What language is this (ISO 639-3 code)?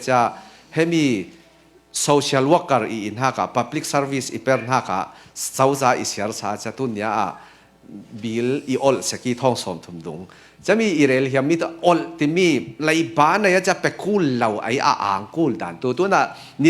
cfm